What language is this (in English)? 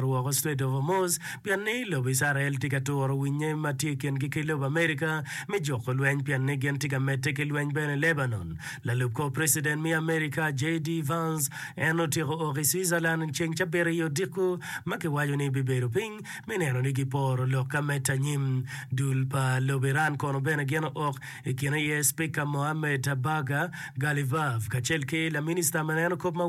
Acoli